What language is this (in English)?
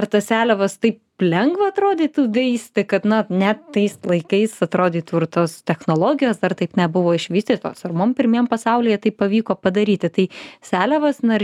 Lithuanian